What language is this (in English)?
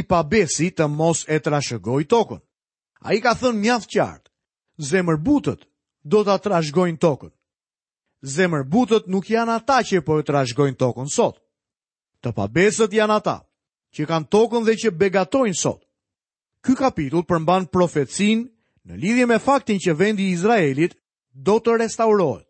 Albanian